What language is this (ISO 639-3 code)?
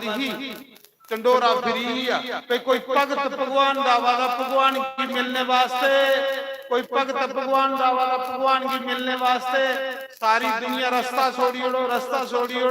doi